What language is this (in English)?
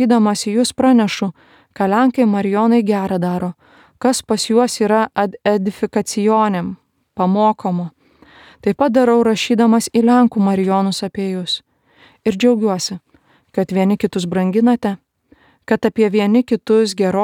Lithuanian